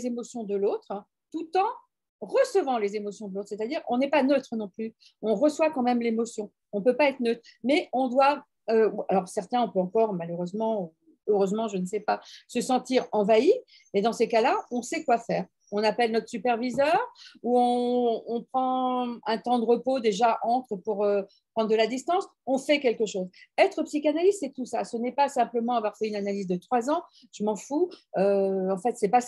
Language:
French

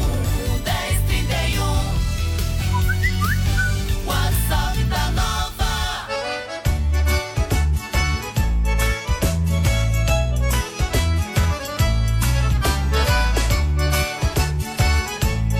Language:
Portuguese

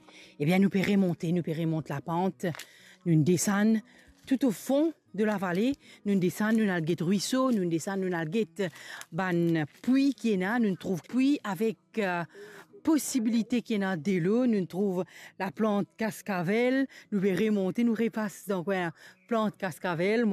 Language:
Morisyen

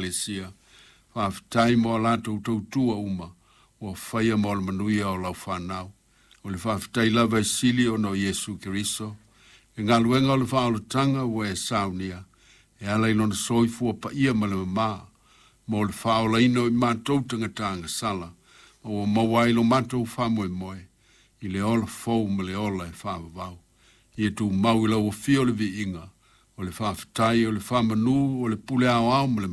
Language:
Samoan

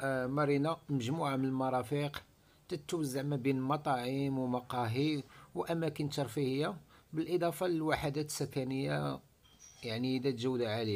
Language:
Arabic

